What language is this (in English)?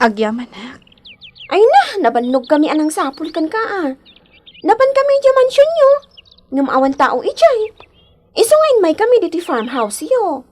Iloko